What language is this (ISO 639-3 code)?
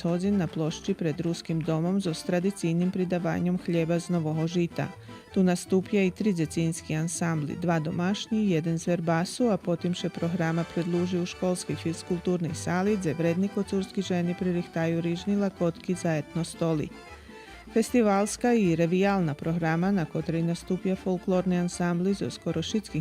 rue